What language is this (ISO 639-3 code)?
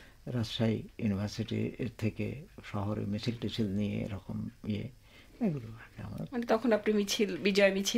ben